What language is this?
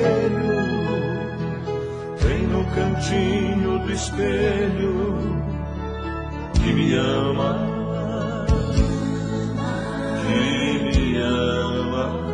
Portuguese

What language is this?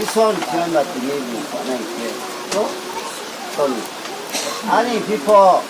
Riang (India)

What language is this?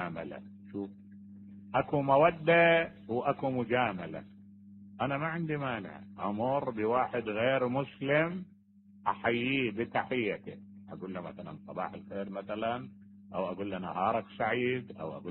Mesopotamian Arabic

